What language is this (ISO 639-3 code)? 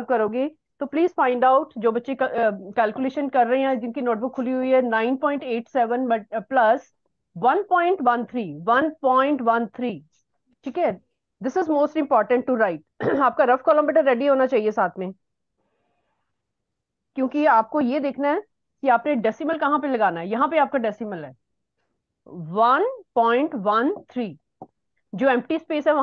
hin